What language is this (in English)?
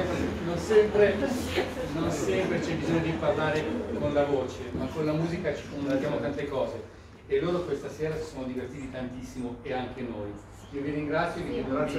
Italian